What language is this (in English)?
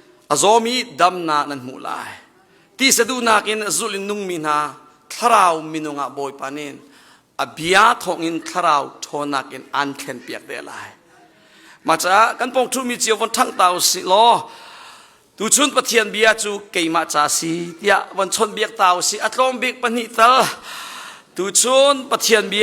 Hakha Chin